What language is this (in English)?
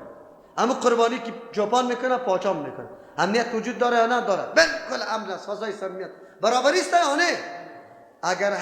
Persian